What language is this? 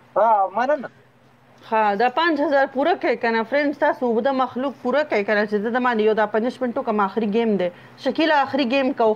Pashto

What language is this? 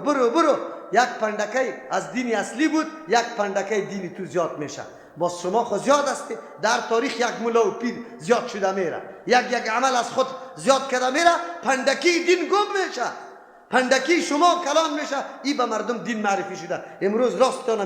Persian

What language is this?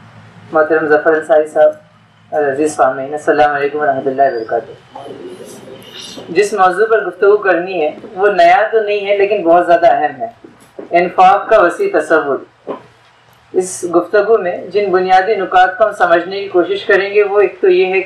Urdu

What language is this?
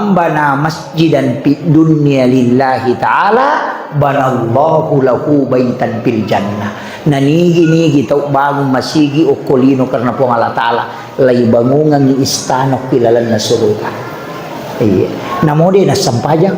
Buginese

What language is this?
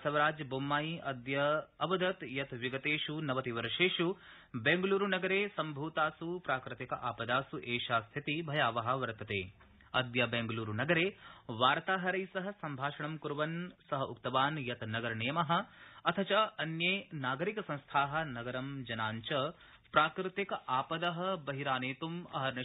Sanskrit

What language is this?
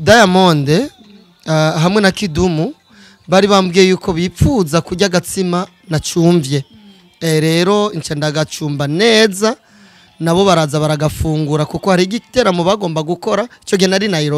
Rundi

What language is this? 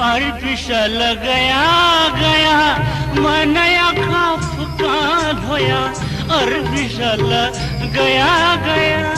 Newari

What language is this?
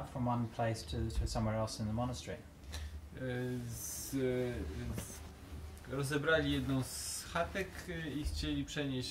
Polish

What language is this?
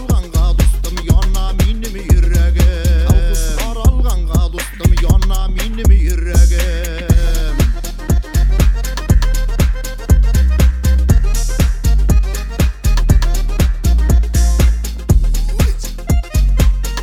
Tatar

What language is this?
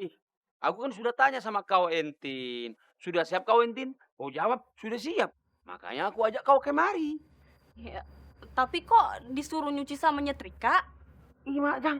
Betawi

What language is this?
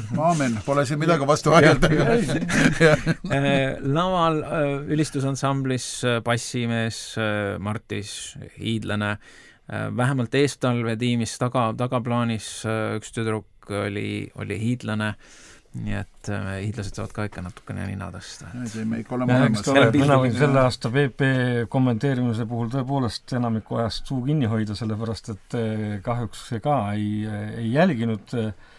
Estonian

